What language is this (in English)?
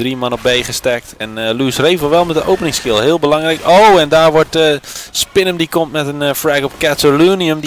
Dutch